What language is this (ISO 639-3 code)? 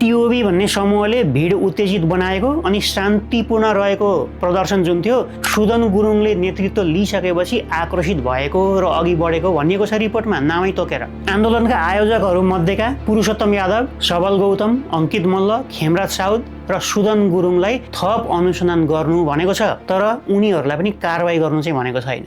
nep